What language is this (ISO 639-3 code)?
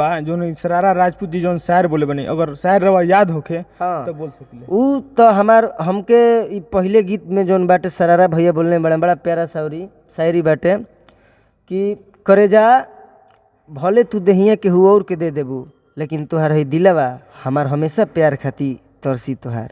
bho